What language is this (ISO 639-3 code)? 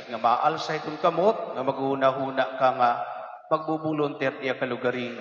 war